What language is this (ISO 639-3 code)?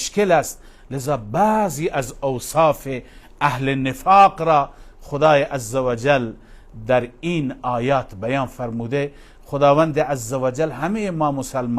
fas